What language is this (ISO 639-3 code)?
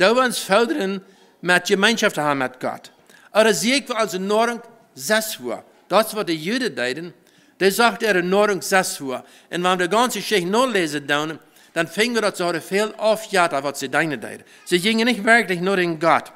pdt